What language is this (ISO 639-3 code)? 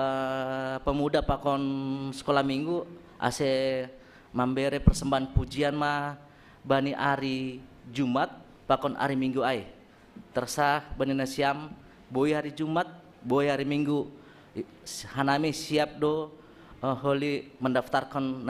bts